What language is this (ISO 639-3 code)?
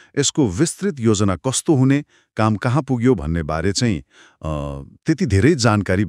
nep